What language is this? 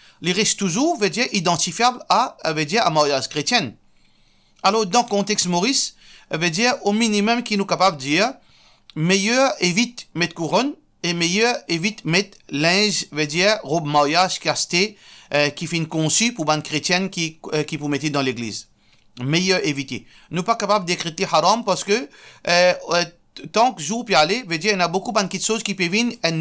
Morisyen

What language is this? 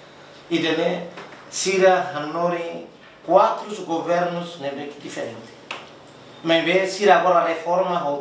Tetum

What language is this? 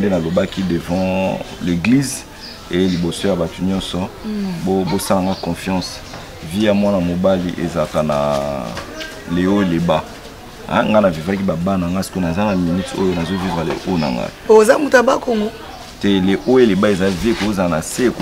Lingala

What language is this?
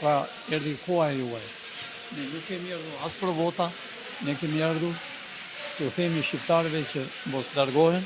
Albanian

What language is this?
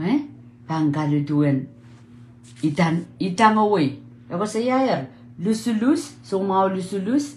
Pohnpeian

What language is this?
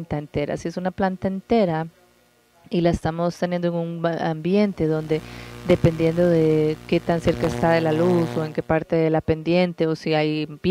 Spanish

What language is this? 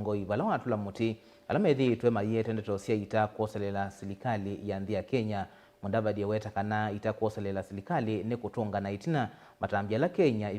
Kamba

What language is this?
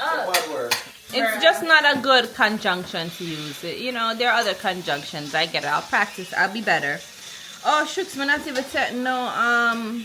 Jamaican Creole English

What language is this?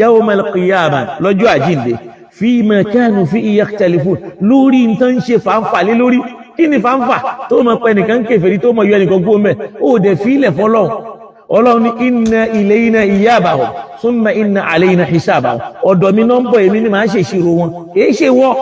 Yoruba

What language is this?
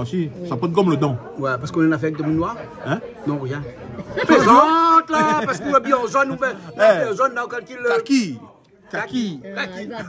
Réunion Creole French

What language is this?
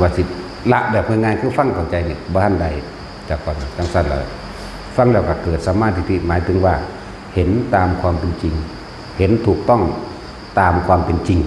Northeastern Thai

